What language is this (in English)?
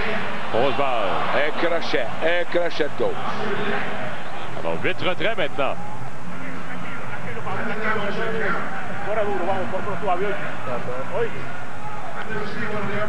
French